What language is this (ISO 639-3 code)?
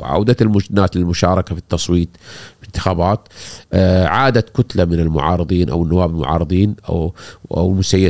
afb